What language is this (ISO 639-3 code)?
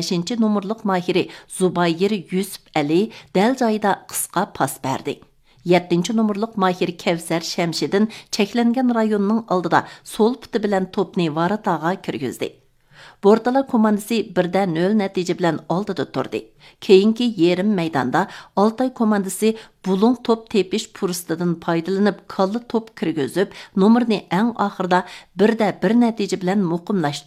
uig